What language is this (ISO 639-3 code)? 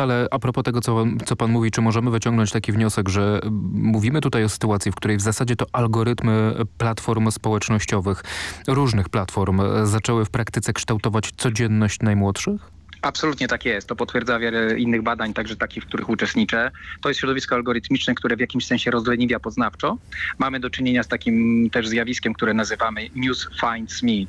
pol